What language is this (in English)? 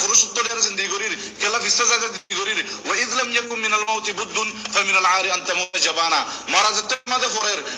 Rohingya